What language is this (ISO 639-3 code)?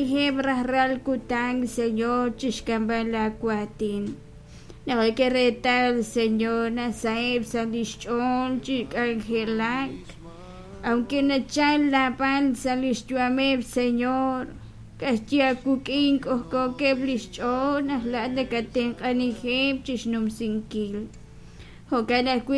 kek